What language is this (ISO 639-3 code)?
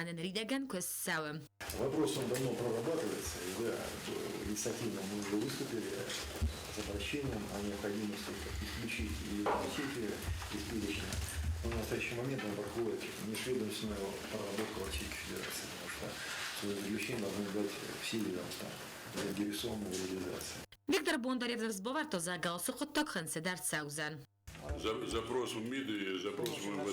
oss